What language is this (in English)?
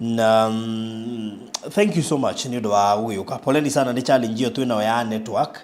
Kikuyu